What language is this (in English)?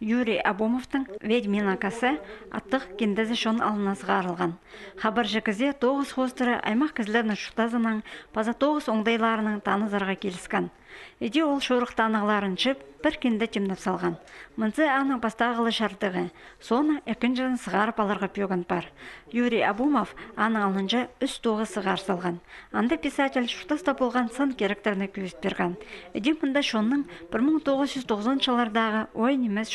Khakas